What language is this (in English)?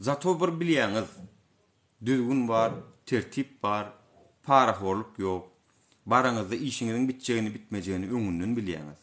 Turkmen